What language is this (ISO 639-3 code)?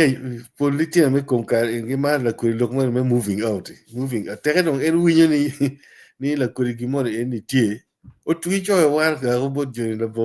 ach